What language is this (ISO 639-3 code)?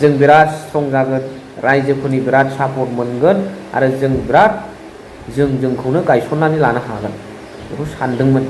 brx